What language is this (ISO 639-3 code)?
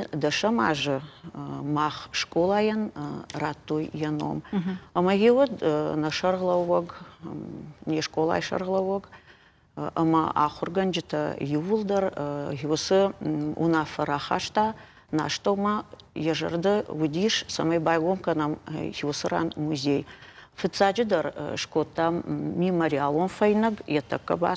oss